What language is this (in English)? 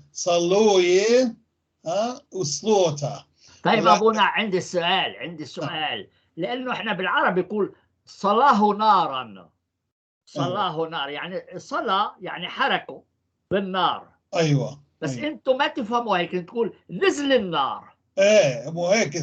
North Levantine Arabic